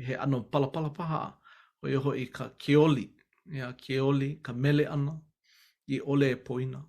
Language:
Hawaiian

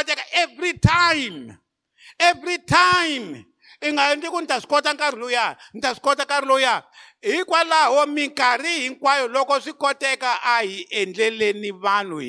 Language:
Tsonga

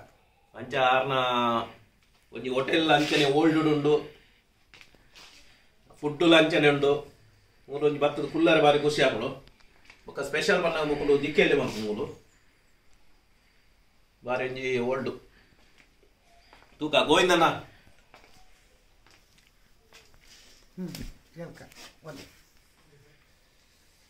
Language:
Tulu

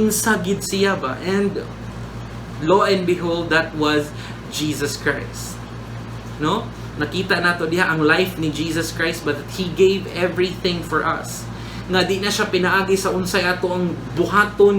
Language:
Cebuano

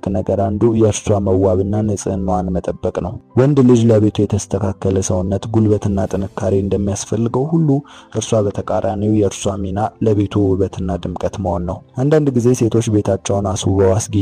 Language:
Amharic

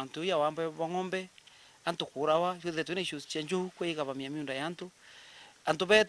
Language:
Meru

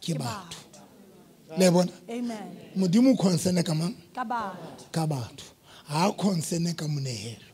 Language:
Southern Sotho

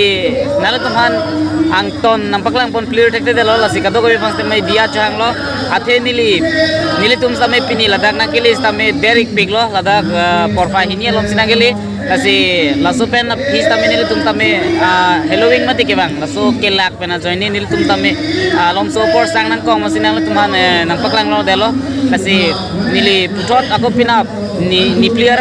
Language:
Karbi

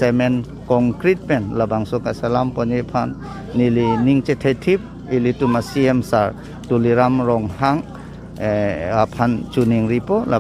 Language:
Karbi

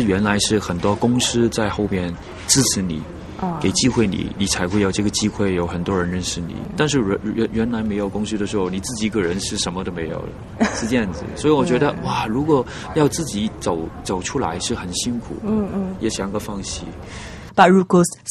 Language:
Chinese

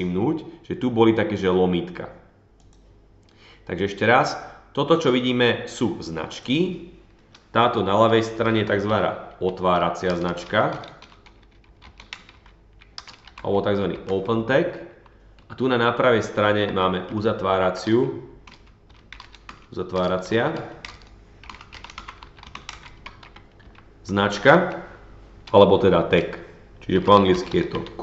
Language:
Slovak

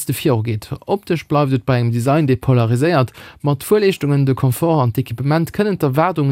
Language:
Luxembourgish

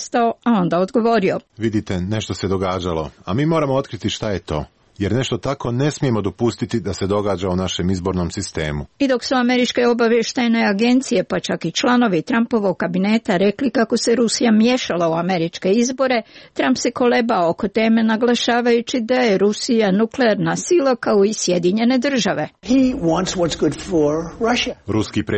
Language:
Serbian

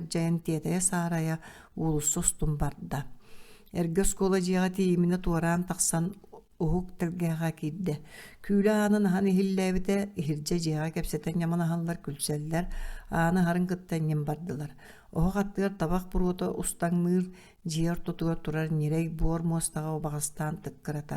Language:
Yakut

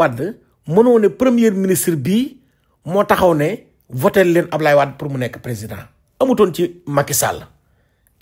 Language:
Wolof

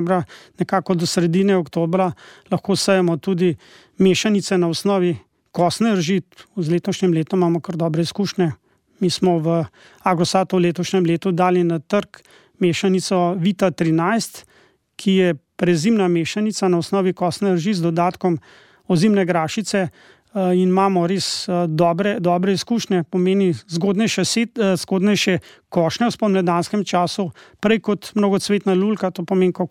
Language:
Slovenian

